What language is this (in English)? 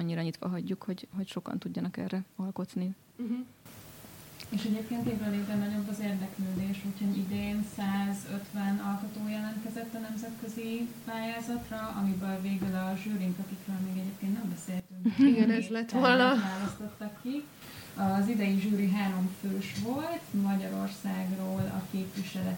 Hungarian